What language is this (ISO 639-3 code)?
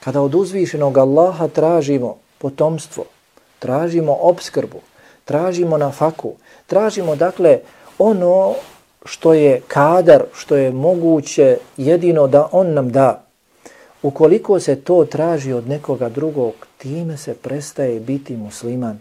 bos